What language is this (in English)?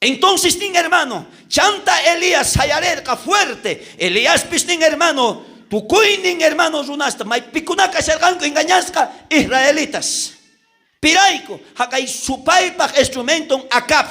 South Bolivian Quechua